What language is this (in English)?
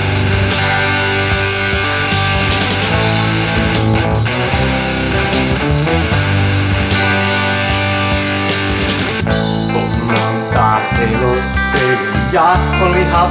Finnish